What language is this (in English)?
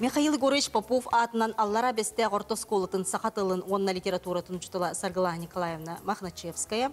Yakut